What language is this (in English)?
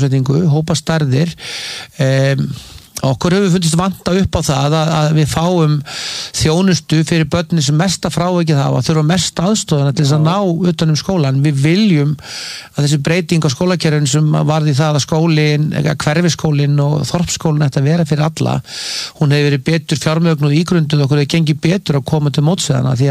Icelandic